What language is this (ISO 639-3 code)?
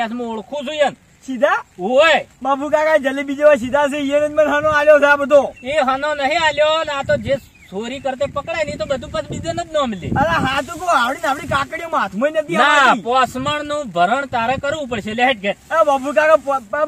guj